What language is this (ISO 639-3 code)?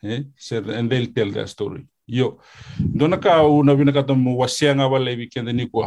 fij